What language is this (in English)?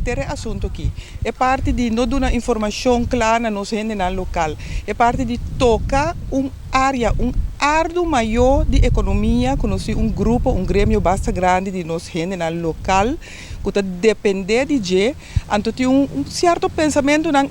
Papiamento